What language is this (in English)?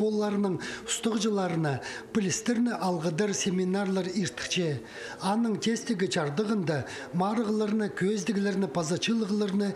Khakas